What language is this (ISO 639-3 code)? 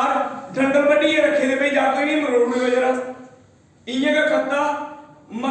doi